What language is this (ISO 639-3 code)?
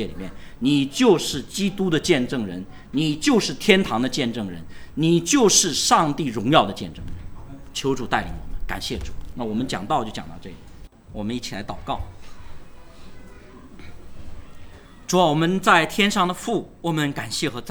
zho